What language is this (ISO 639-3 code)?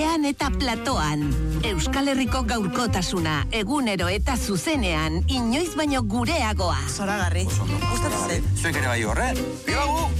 eus